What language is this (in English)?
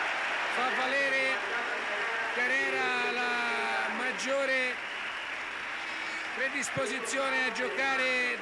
Italian